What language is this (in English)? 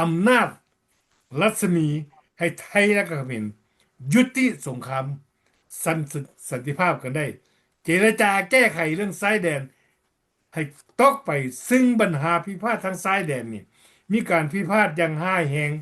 Lao